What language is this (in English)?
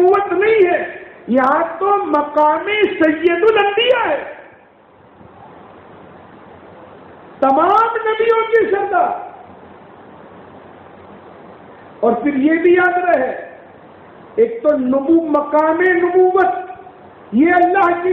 Urdu